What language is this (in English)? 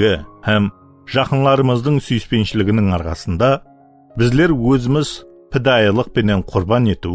Kara-Kalpak